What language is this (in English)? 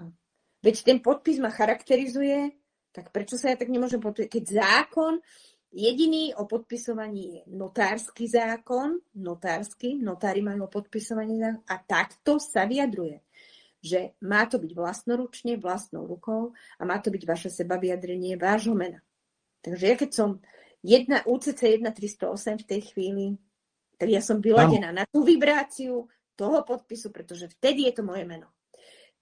Slovak